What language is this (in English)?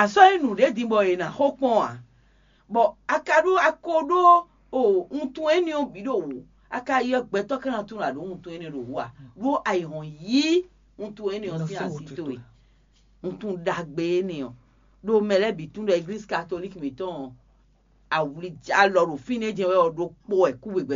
Fon